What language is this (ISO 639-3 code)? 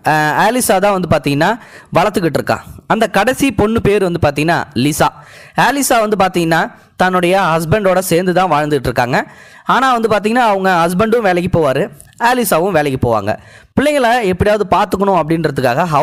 tam